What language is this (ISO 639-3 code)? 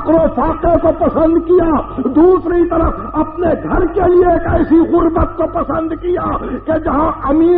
urd